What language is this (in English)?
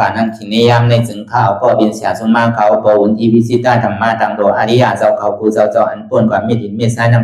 Shan